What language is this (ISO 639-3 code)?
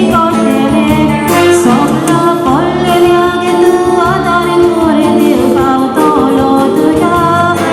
kok